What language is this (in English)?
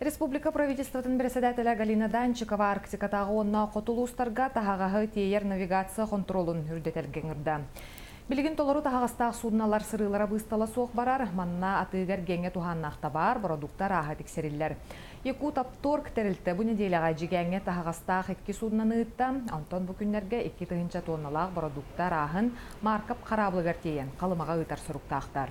Yakut